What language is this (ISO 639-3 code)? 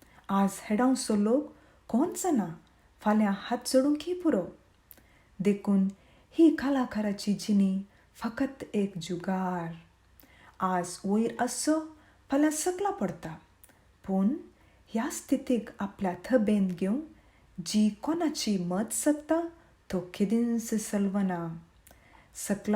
kok